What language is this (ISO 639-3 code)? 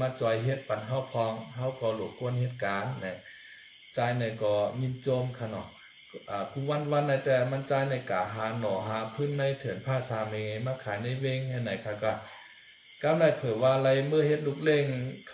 shn